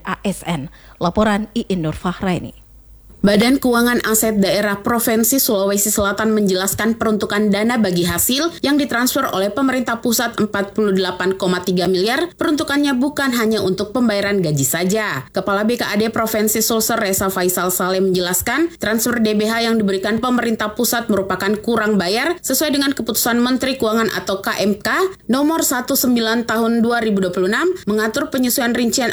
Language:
Indonesian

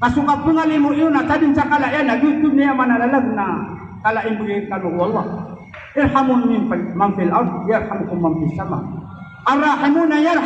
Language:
Maranao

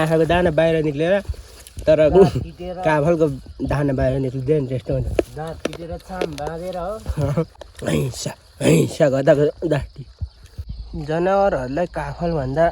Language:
Nepali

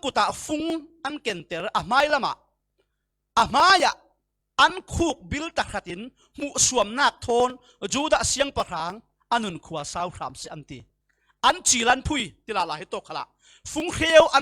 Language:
Falam Chin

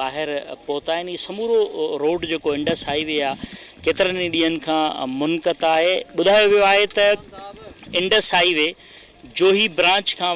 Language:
Sindhi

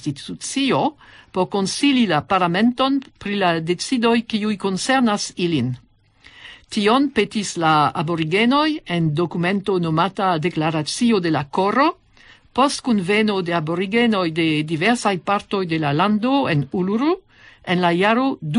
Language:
Esperanto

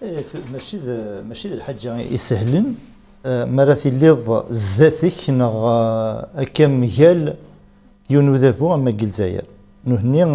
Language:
Kabyle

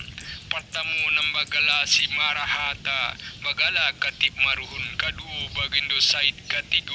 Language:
Minangkabau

